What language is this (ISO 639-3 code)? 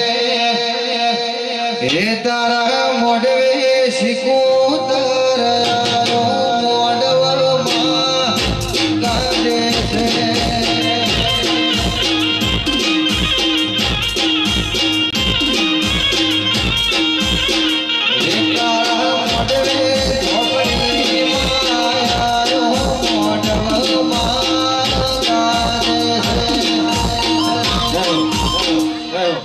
guj